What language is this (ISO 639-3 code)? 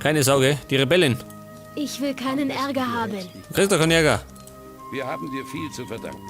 bar